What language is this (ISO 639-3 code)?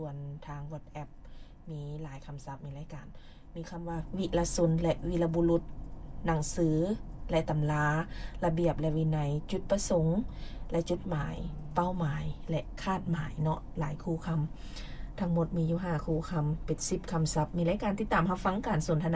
lao